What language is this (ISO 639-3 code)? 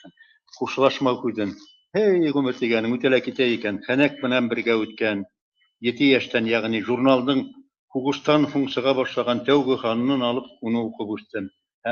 bak